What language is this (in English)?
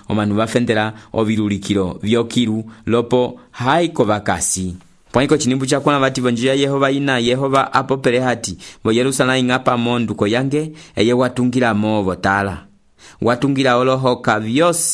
Umbundu